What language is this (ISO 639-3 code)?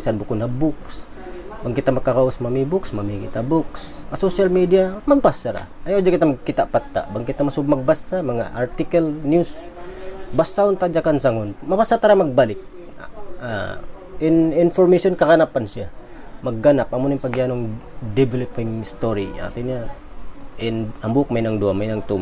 tsg